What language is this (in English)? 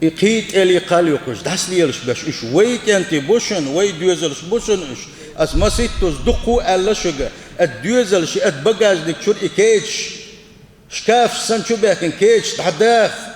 Chechen